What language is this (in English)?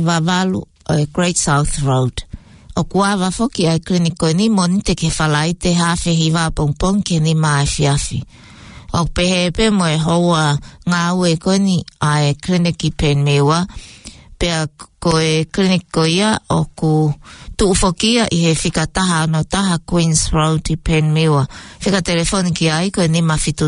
Tongan